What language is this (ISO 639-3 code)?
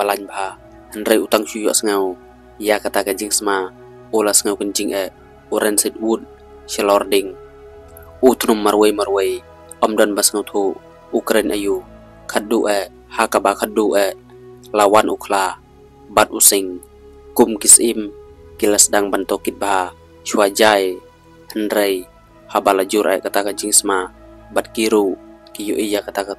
kha